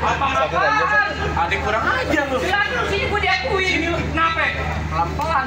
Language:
Betawi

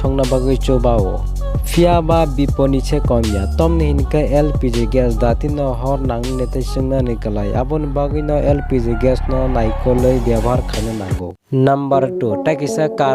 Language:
Kok Borok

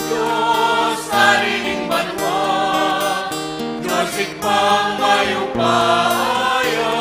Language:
Pampanga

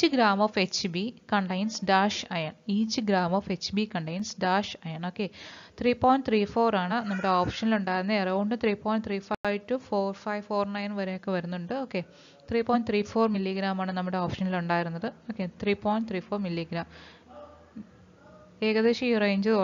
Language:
Malayalam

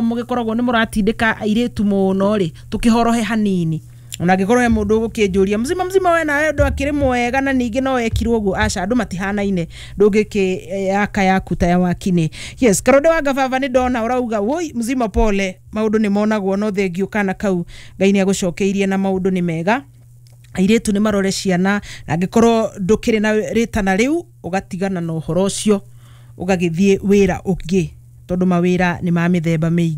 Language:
Kikuyu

